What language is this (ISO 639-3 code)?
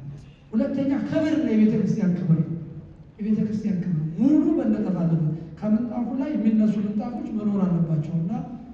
amh